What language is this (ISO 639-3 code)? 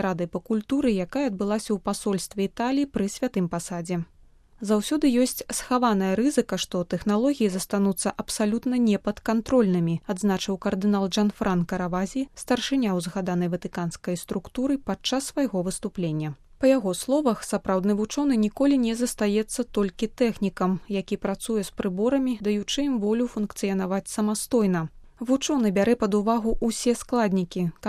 bel